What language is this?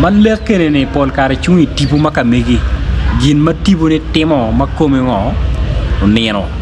Acoli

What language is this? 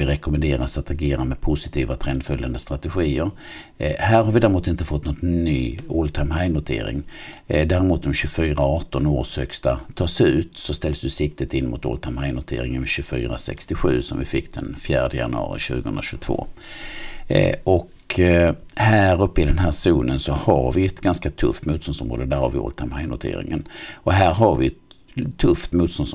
Swedish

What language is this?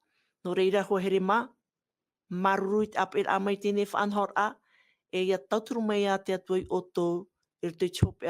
Tahitian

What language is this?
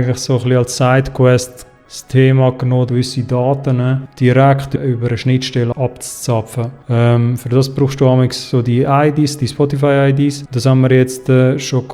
Swiss German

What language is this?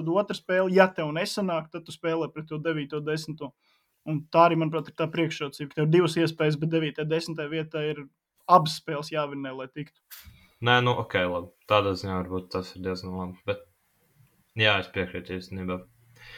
Latvian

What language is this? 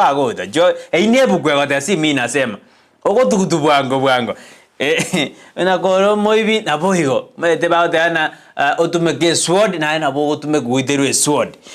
Gusii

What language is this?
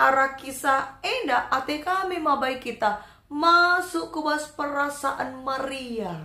Batak Karo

